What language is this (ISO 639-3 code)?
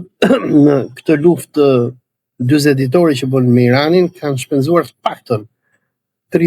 sqi